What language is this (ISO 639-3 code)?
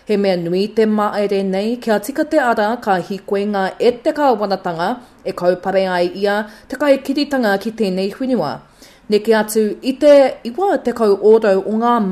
mri